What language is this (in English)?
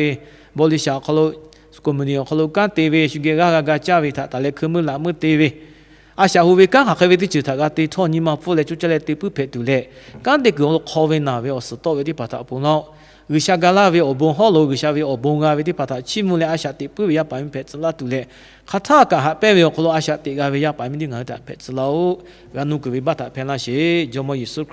Lahu